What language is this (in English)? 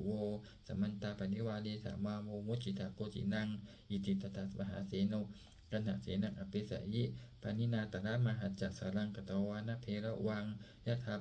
Pali